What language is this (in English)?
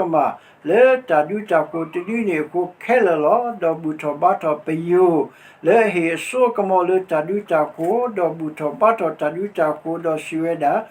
S'gaw Karen